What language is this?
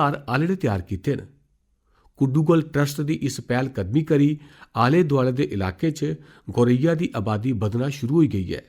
Dogri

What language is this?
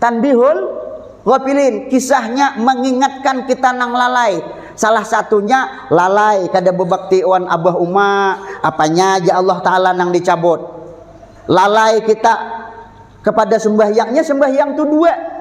Banjar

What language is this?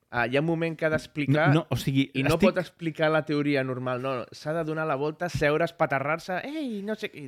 Catalan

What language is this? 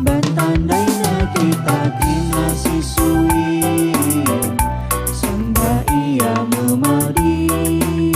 Batak Karo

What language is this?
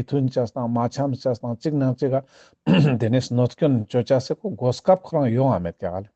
Ladakhi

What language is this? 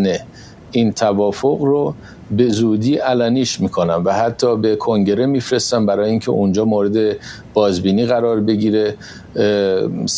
Persian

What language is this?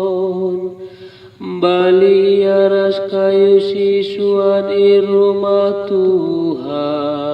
Batak Karo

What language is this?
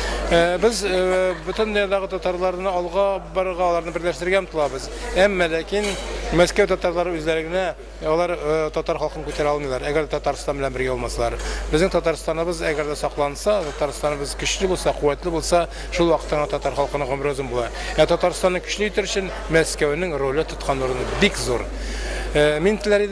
Tatar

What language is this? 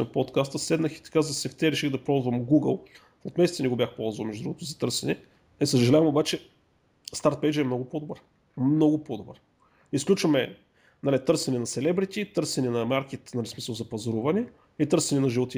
Bulgarian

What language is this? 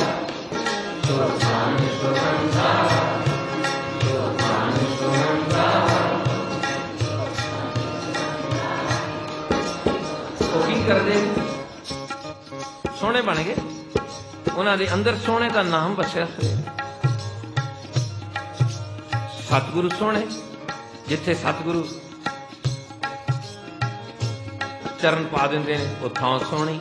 Punjabi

